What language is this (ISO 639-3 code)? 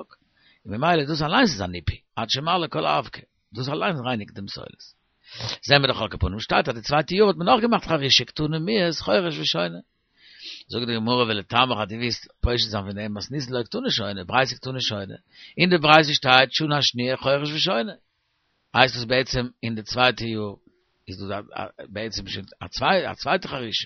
yid